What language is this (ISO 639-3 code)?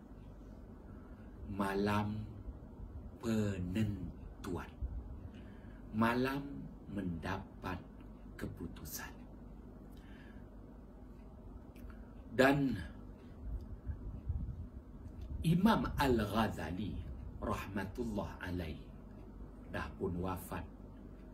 msa